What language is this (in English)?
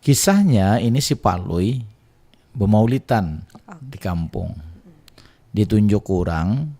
Banjar